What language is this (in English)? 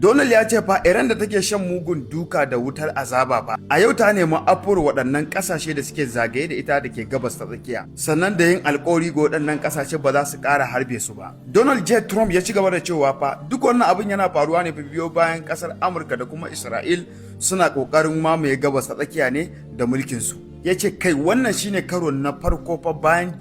Hausa